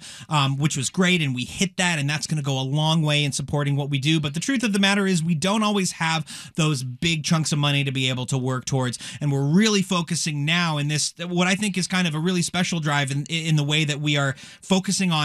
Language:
English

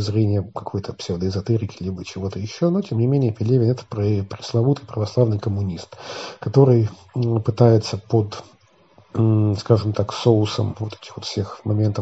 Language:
Russian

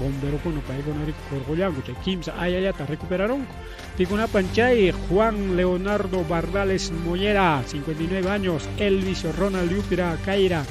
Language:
Ayacucho Quechua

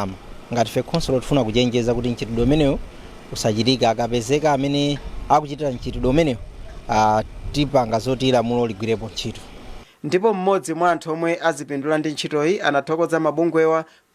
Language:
Nyanja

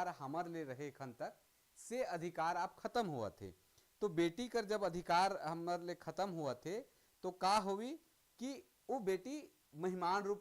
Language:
Sadri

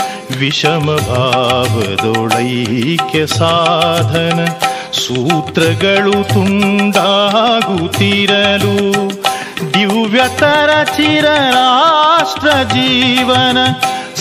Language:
Kannada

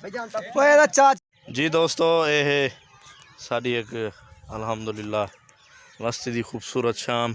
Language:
Saraiki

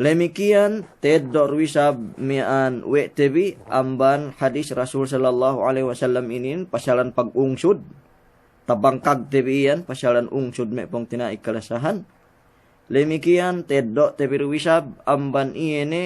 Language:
Yakan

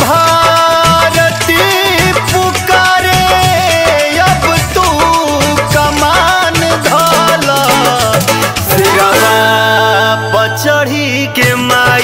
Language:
Bhojpuri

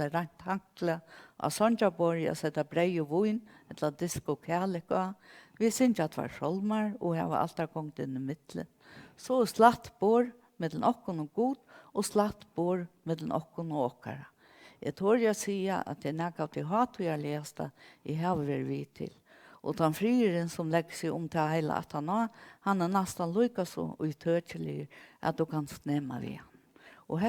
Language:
Faroese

